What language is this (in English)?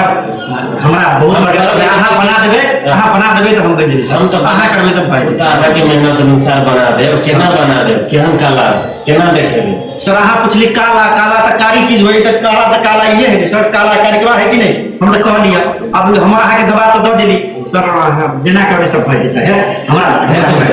Maithili